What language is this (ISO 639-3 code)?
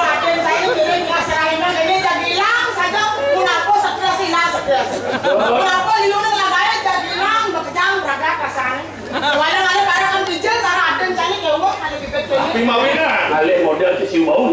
ban